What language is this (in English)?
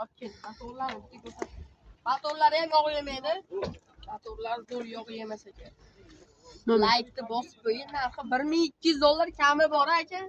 Uzbek